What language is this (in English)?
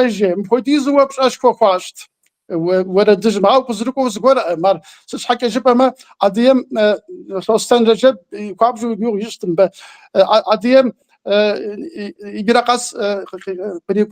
Kabardian